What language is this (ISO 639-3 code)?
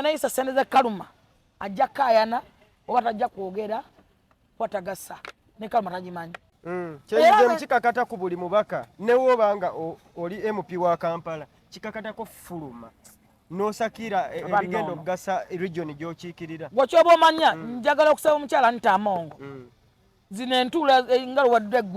lug